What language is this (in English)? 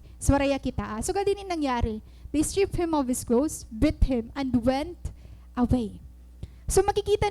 Waray